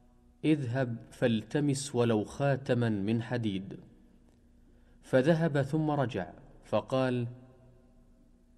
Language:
Arabic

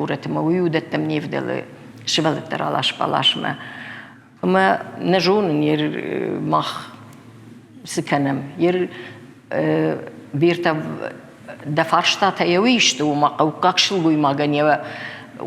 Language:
Ossetic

